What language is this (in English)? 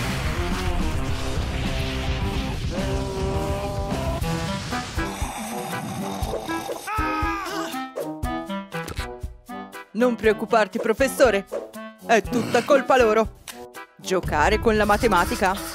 Italian